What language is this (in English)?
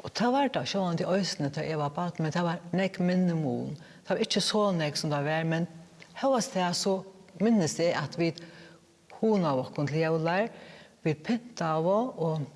Faroese